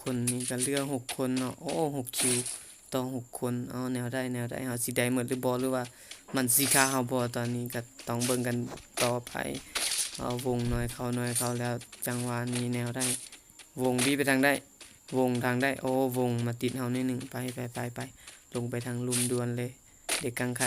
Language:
Lao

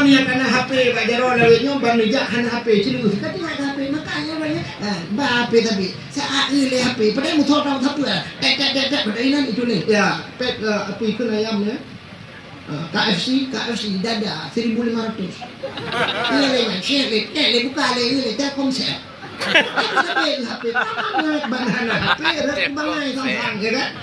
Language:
Achinese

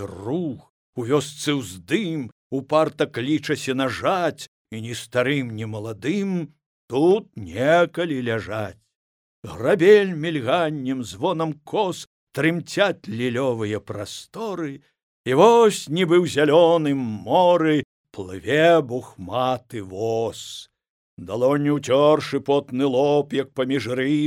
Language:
Belarusian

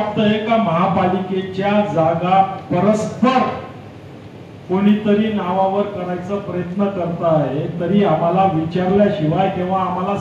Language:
Marathi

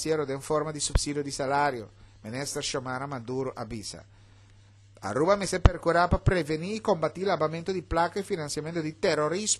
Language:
Papiamento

